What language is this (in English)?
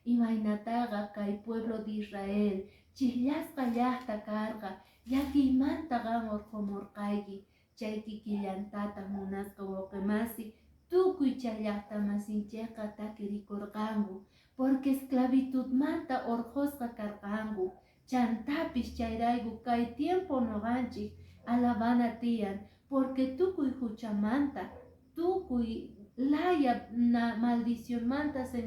Quechua